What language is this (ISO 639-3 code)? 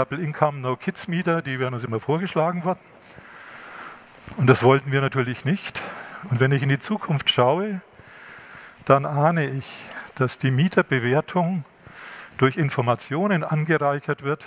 deu